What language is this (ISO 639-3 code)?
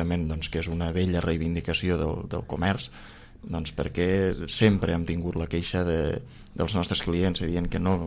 cat